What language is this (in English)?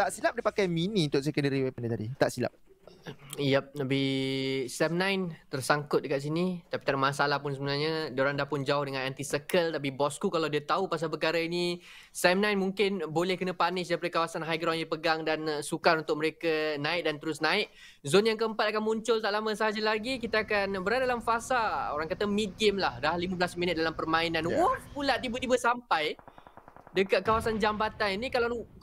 Malay